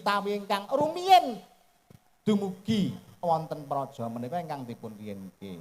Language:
Javanese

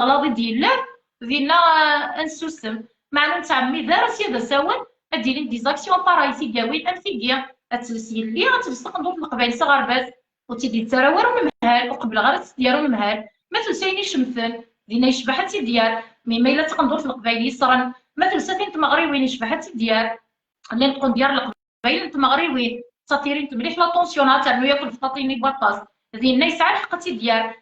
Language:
Kabyle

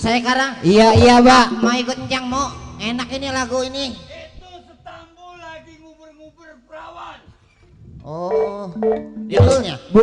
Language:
Betawi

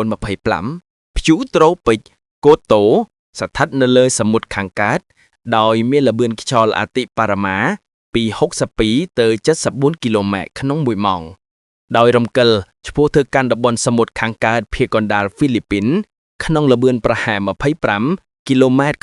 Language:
Khmer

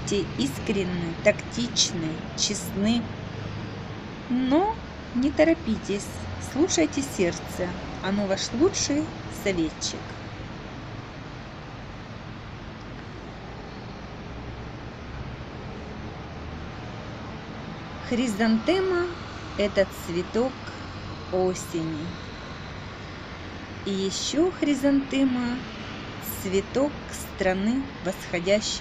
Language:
Russian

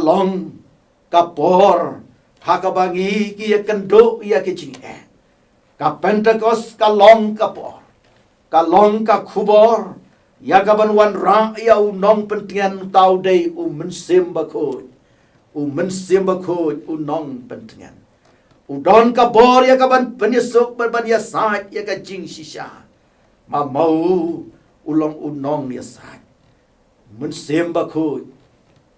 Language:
Khasi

